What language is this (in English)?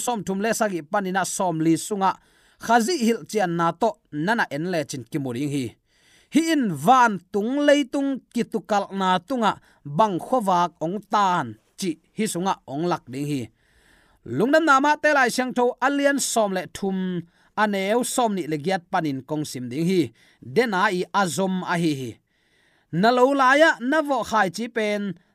Tedim Chin